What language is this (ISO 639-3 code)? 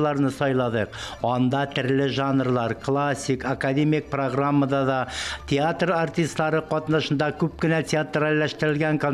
tat